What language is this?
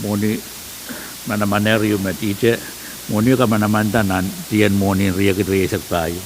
Pohnpeian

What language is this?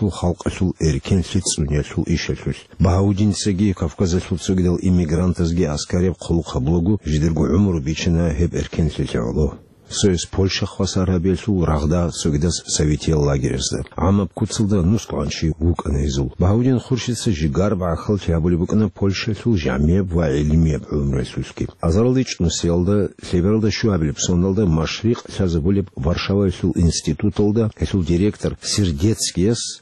Avaric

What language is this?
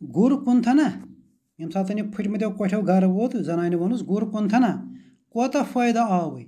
Kashmiri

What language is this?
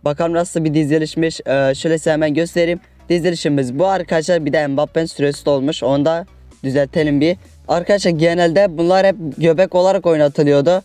Turkish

